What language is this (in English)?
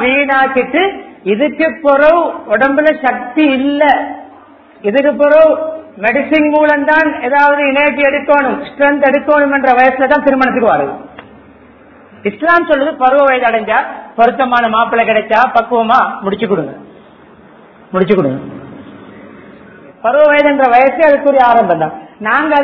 Tamil